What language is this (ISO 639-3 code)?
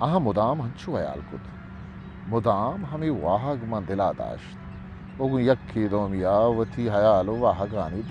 bgp